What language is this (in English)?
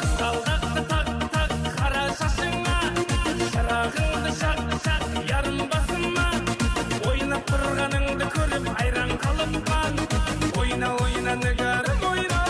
Kara-Kalpak